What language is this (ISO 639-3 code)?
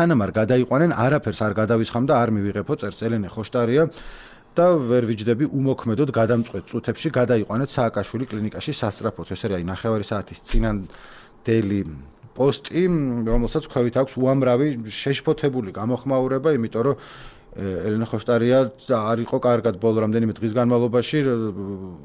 kat